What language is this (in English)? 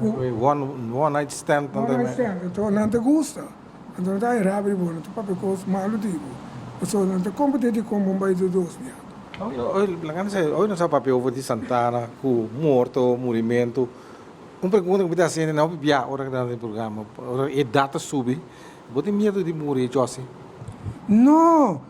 Papiamento